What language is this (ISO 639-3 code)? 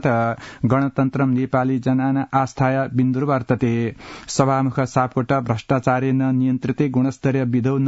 san